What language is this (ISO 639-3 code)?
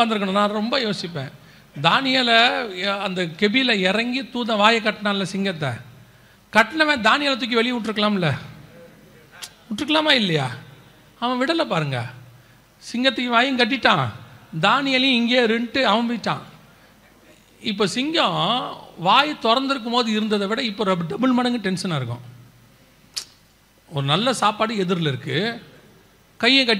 tam